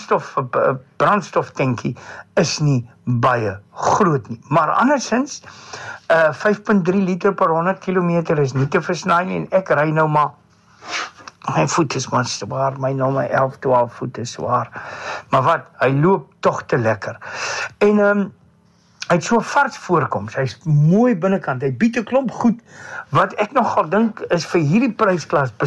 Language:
Afrikaans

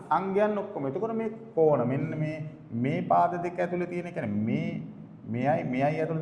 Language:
Sinhala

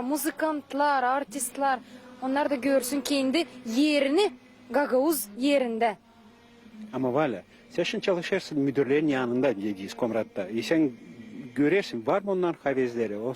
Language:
Gagauz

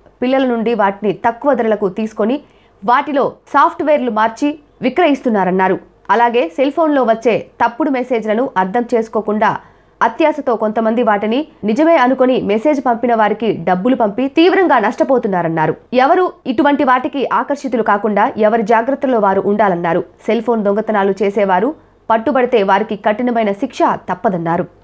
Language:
Telugu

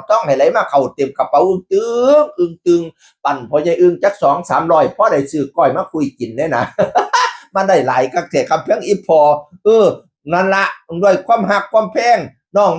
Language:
Northeastern Thai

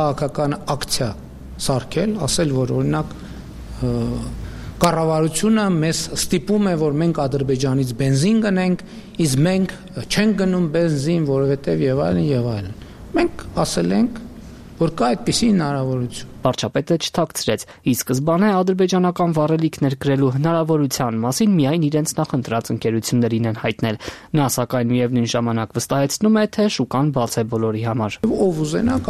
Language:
Armenian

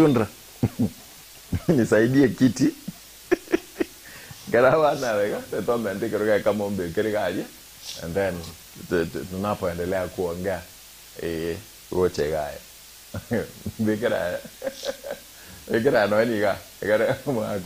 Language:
Gusii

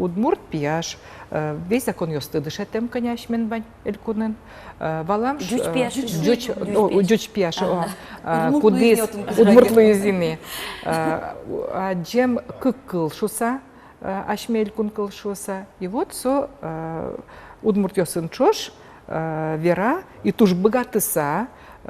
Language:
Udmurt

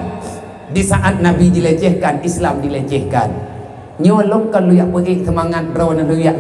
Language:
Achinese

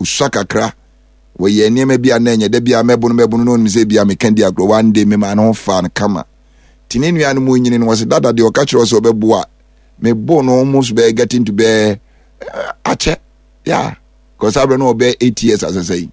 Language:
Akan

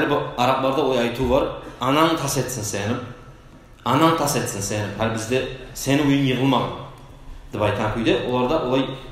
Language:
Kumyk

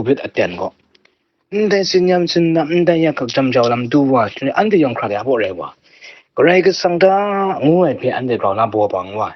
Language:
Kachin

